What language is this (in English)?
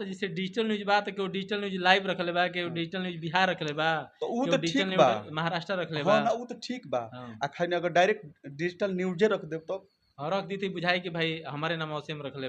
Bhojpuri